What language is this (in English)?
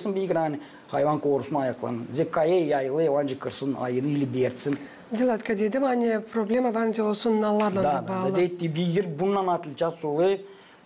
Gagauz